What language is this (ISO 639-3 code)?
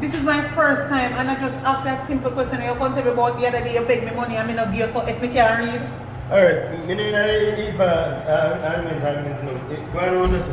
jam